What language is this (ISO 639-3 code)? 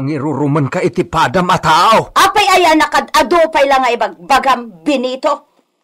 ilo